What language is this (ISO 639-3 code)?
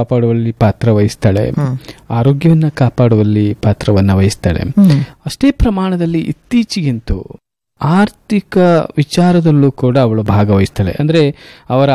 kan